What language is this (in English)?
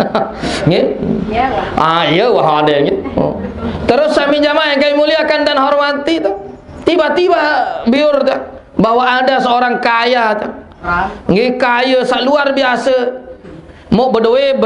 Sasak